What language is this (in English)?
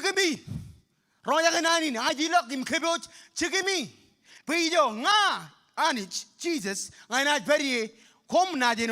Marshallese